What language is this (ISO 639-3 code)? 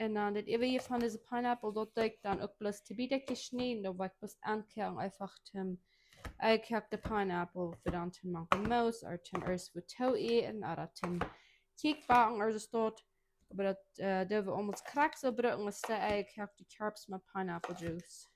pdt